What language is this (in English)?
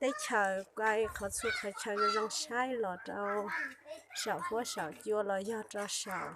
Hmong